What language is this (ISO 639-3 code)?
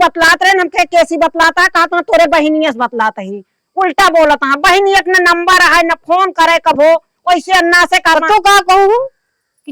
awa